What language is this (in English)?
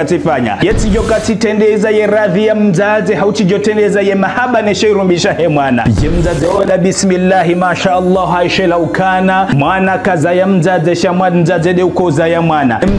Ngazidja Comorian